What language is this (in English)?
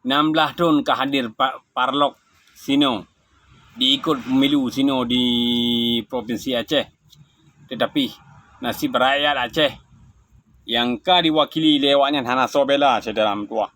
Achinese